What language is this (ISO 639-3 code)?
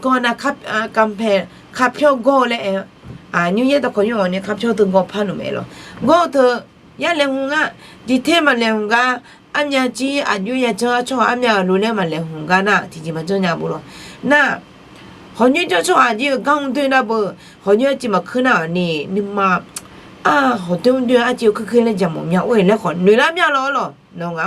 ahk